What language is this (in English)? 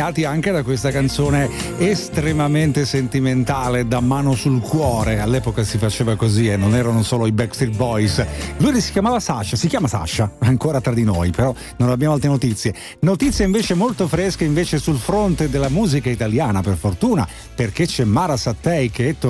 Italian